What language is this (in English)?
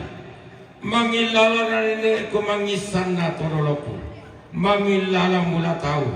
Toraja-Sa'dan